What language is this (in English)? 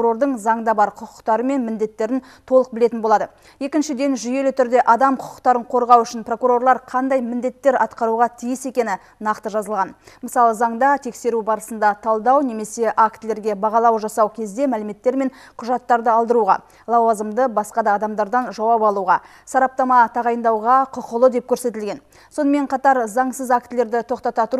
Kazakh